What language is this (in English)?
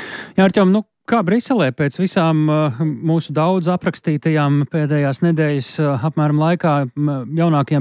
Latvian